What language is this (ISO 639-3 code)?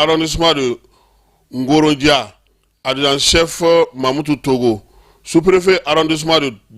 bam